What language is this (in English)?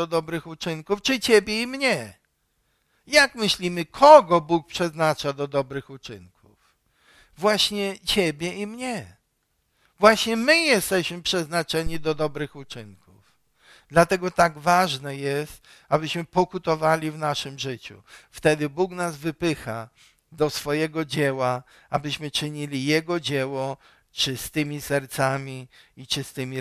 Polish